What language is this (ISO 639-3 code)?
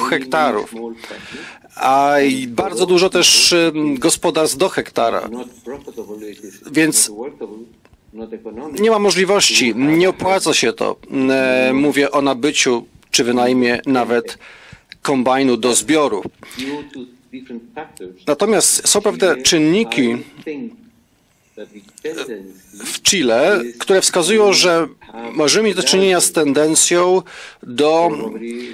pol